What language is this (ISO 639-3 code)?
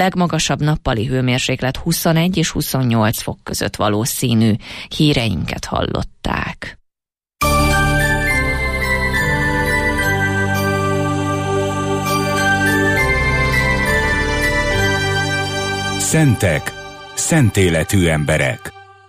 hun